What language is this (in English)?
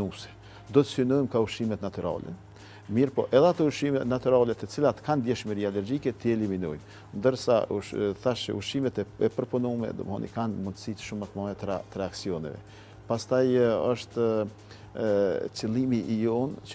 Albanian